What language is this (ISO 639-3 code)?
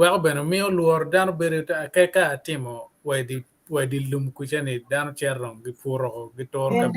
ach